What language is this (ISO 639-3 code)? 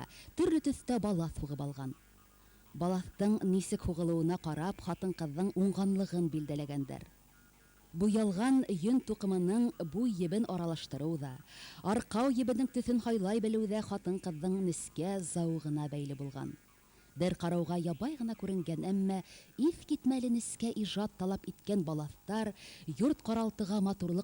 bak